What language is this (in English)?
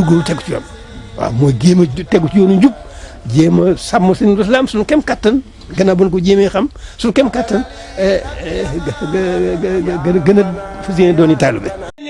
Wolof